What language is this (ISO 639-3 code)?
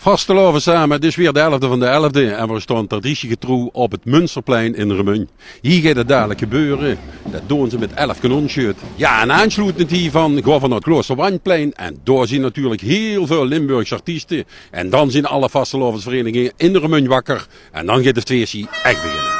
lim